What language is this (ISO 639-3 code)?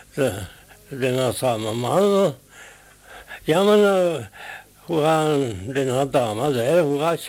nor